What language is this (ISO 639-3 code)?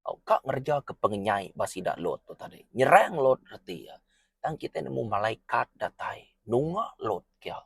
iba